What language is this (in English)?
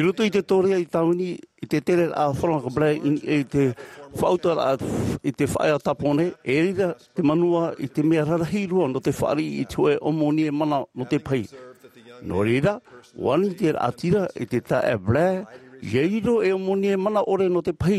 Tahitian